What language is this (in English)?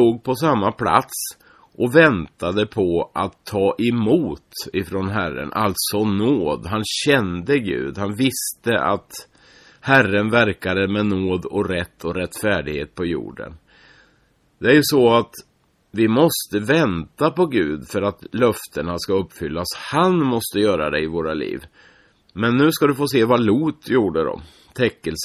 Swedish